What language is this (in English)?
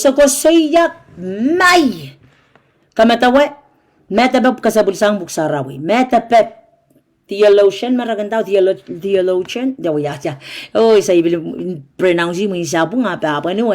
Pohnpeian